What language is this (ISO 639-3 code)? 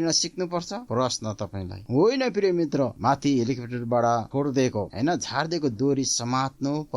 nep